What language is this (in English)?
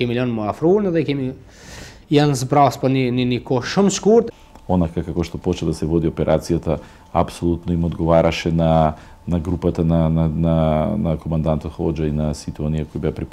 Macedonian